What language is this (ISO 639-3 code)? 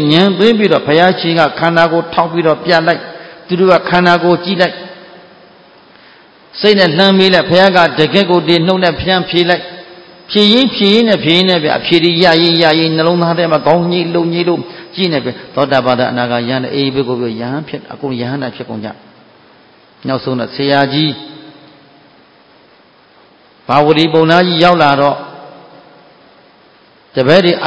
mya